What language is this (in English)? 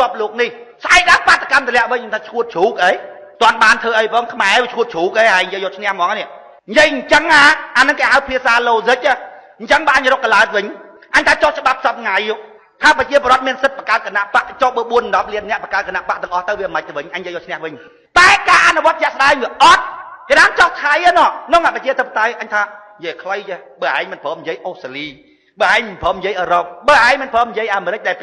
Khmer